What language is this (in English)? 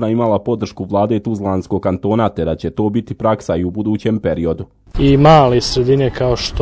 Bosnian